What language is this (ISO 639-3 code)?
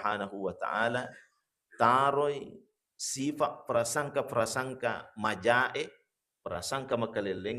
bug